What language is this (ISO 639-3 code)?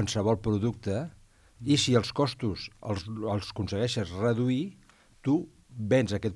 cat